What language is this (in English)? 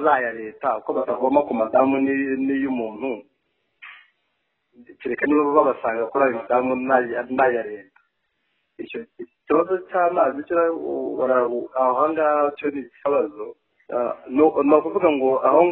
Kinyarwanda